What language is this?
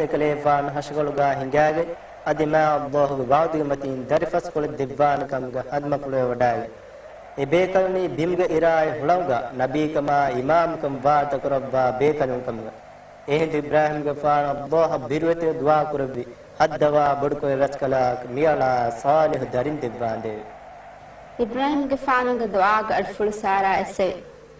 Divehi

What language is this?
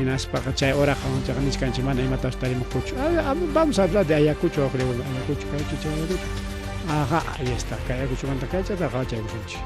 Ayacucho Quechua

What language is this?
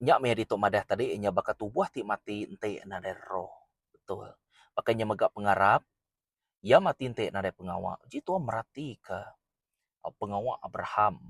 Iban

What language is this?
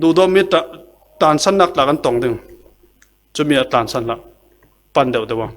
Falam Chin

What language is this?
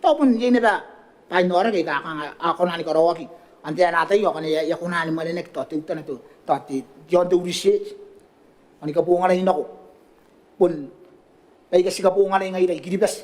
Gilbertese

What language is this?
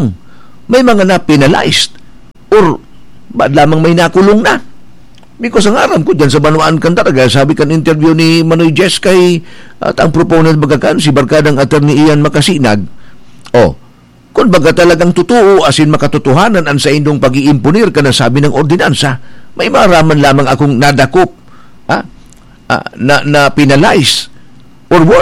Bikol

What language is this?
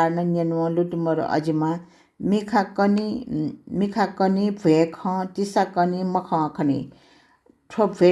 Newari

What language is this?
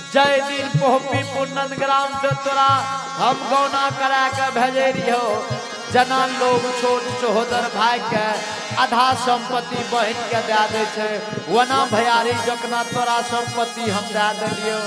Angika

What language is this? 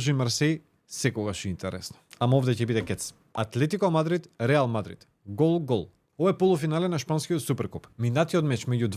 Macedonian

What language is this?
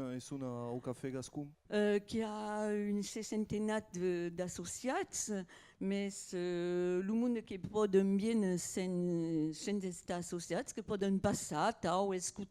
Occitan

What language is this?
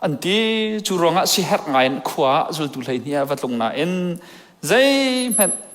Hakha Chin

